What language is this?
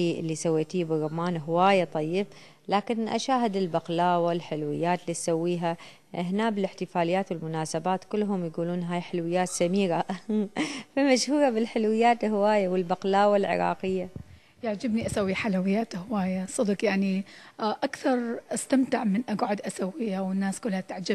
Mesopotamian Arabic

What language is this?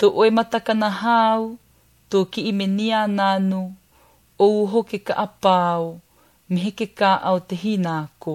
Latvian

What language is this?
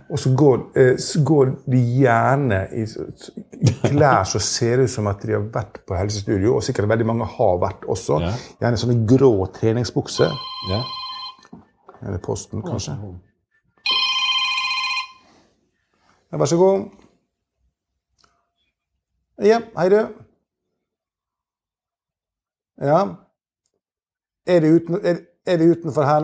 Norwegian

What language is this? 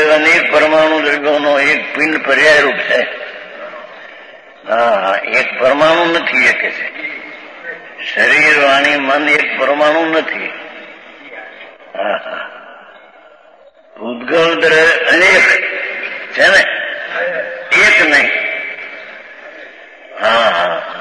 Gujarati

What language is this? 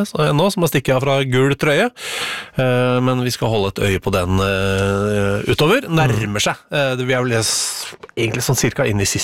Norwegian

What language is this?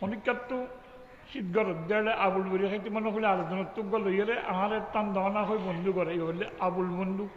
Rohingya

